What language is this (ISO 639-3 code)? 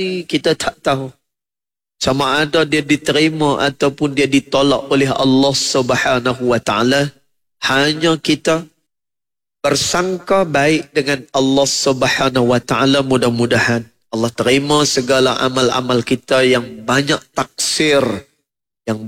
msa